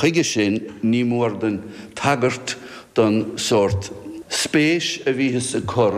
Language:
Irish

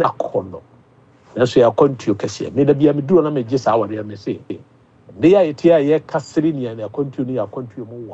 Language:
Akan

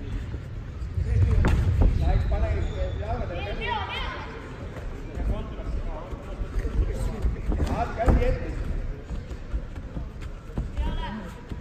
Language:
Estonian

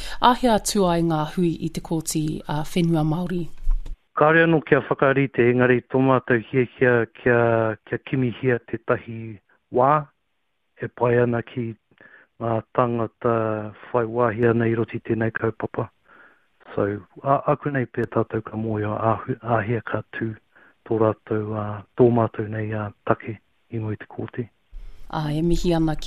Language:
Māori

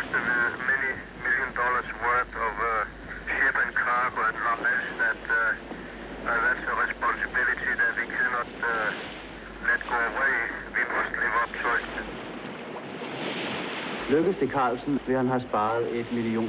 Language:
Danish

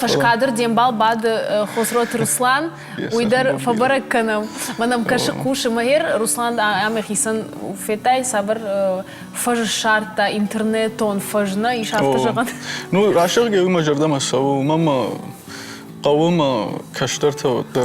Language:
Ossetic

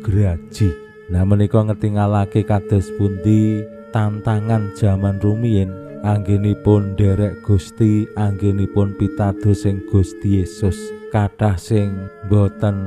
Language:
Javanese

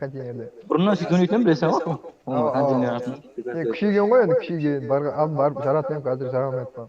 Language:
Kara-Kalpak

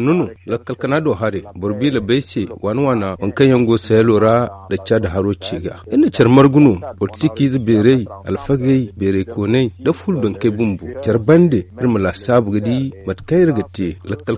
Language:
Zarma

